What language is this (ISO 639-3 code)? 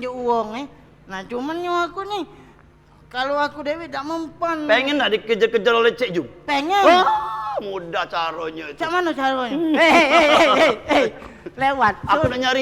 mui